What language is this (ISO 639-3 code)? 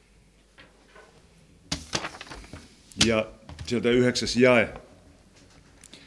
fin